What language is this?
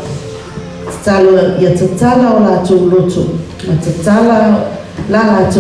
Samoan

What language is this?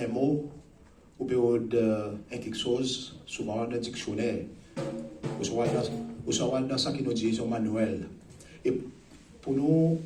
Seselwa Creole French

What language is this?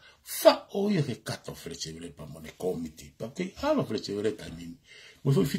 Tongan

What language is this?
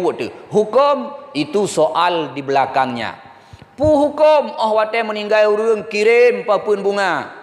Achinese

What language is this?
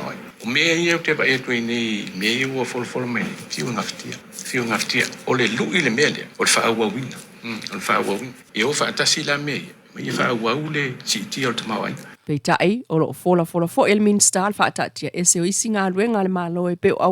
Samoan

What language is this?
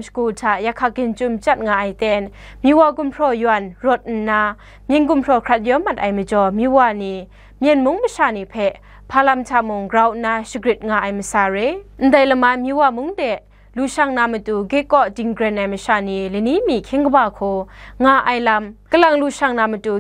Kachin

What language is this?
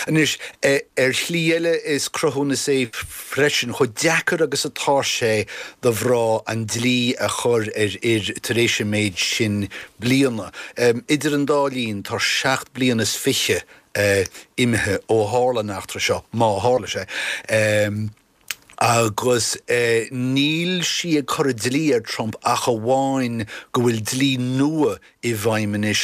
Irish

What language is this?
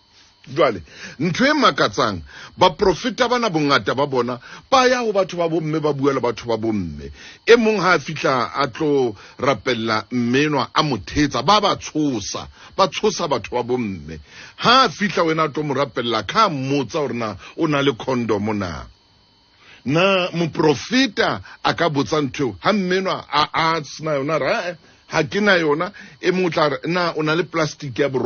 Southern Sotho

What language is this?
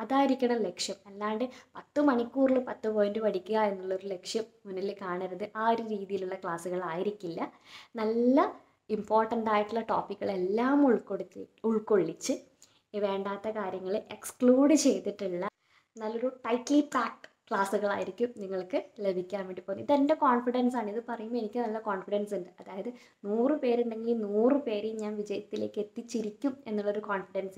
Malayalam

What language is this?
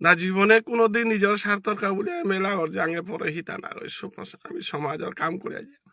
Bishnupriya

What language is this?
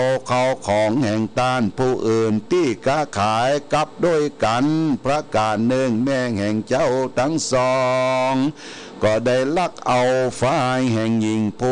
Thai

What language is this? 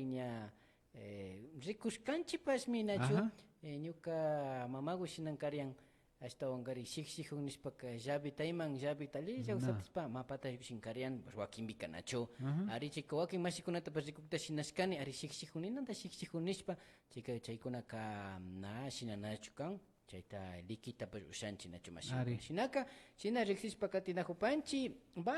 Imbabura Highland Quichua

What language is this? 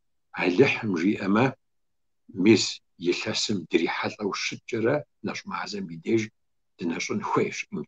Kabardian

